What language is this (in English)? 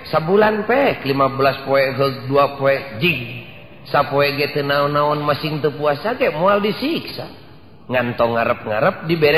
Sundanese